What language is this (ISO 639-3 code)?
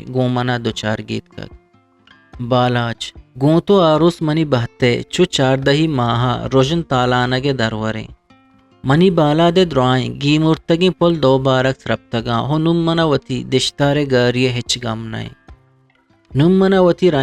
bgp